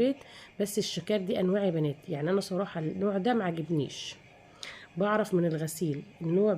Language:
Egyptian Arabic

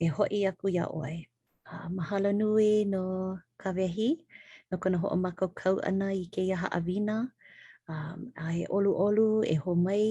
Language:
Hawaiian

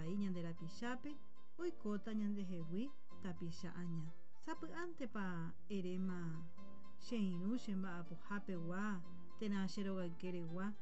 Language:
Guarani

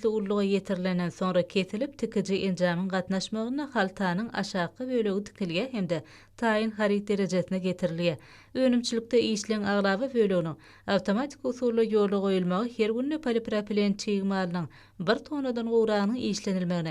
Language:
Turkmen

